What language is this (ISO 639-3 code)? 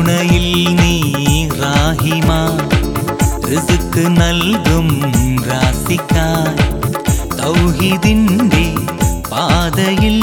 mal